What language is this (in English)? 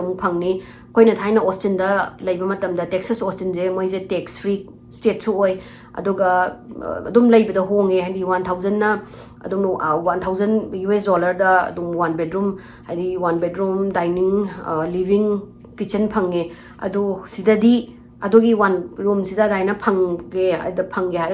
Manipuri